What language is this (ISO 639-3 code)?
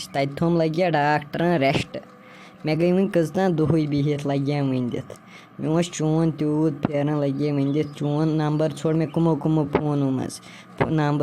kas